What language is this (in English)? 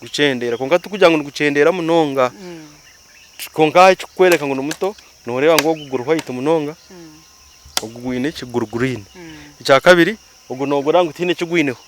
Nyankole